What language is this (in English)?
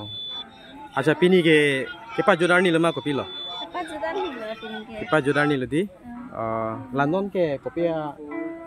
Karbi